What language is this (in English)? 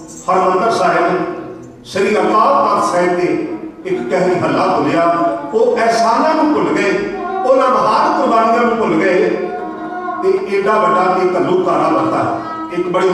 Punjabi